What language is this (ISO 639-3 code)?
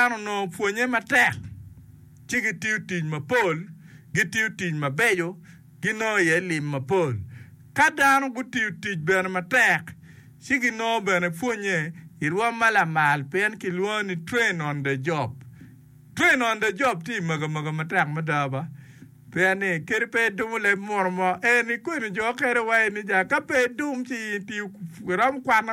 ach